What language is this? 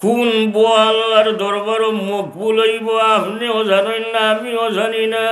Sylheti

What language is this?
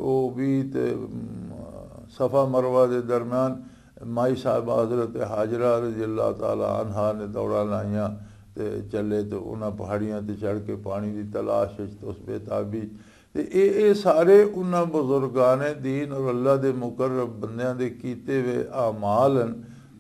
Western Panjabi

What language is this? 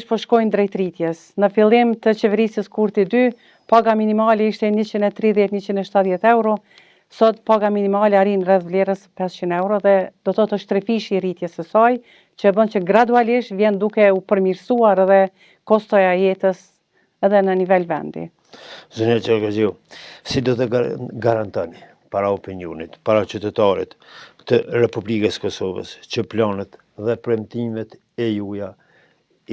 Albanian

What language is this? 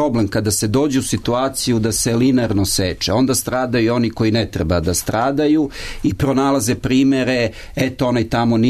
Serbian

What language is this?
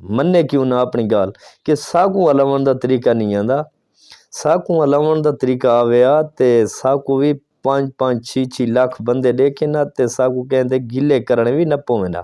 Saraiki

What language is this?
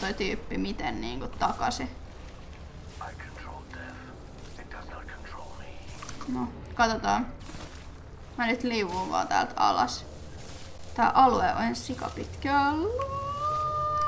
Finnish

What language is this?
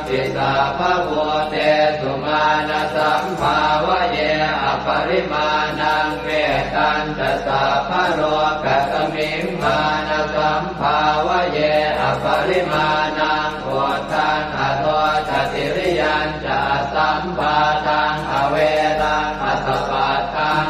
Pali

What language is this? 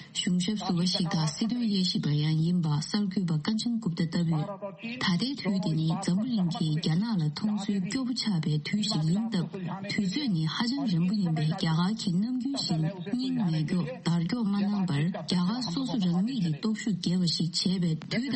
Tibetan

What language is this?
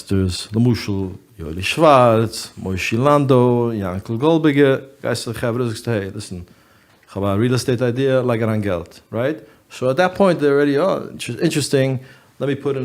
Yiddish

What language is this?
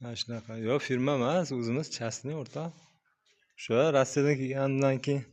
Uzbek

